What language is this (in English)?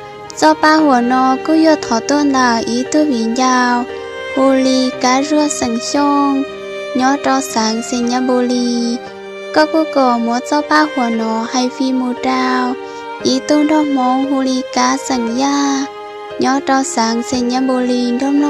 Hmong